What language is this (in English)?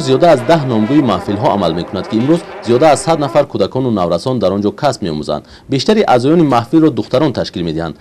Tajik